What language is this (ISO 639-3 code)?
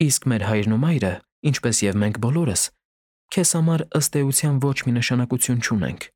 hye